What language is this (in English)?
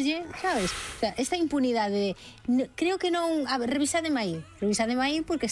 Galician